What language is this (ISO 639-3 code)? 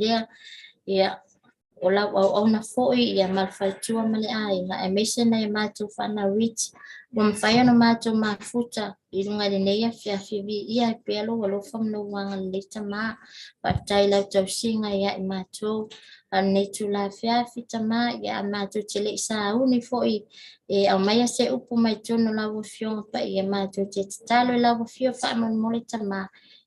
smo